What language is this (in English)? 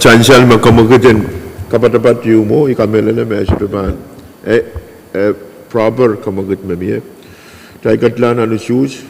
Pohnpeian